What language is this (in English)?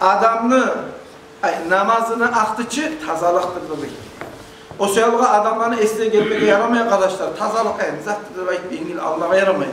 Kumyk